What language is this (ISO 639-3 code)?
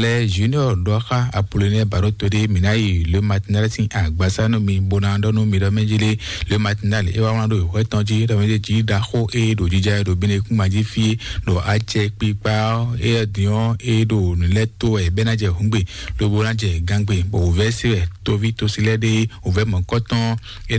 fon